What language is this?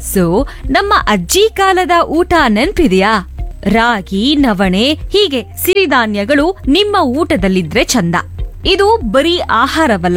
Kannada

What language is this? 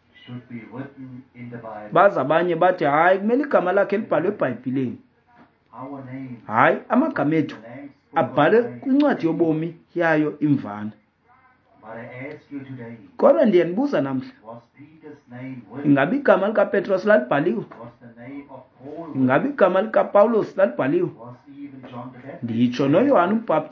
Xhosa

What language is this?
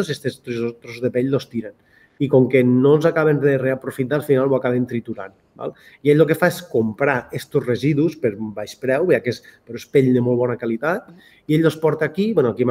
Catalan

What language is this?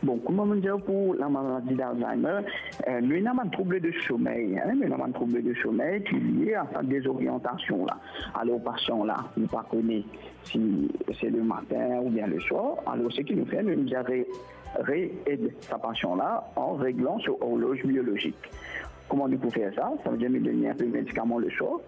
Morisyen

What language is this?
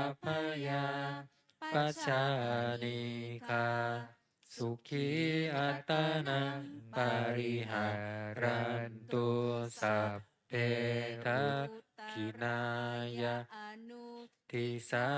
Pali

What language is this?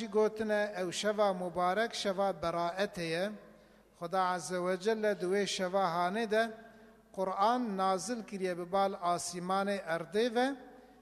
Kurdish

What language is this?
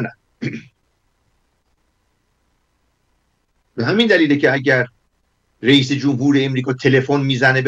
Persian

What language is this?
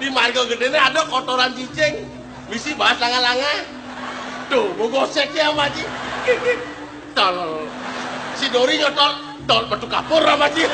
Balinese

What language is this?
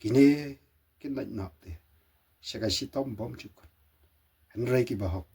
Khasi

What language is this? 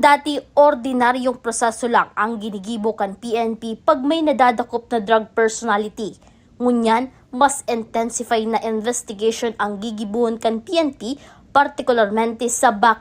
Bikol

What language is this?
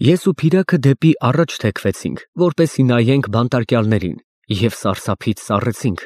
Armenian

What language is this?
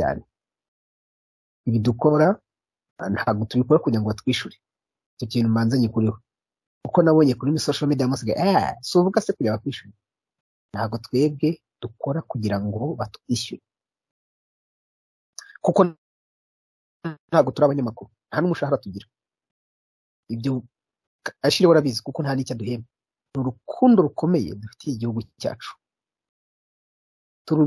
Kinyarwanda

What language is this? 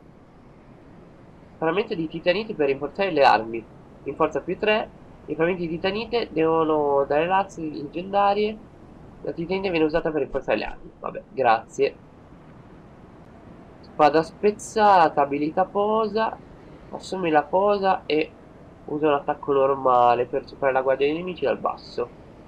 Italian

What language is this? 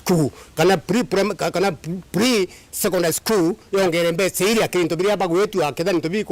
Meru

